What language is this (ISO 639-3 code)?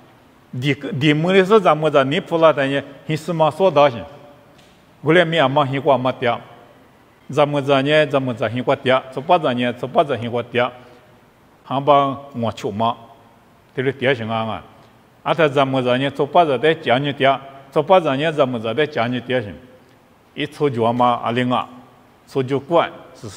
lis